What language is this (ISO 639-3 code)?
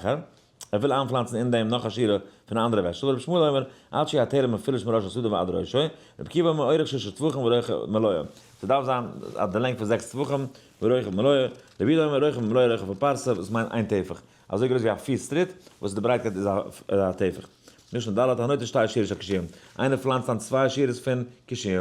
yid